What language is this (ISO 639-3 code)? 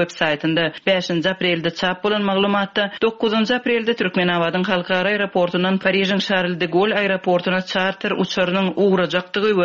tuk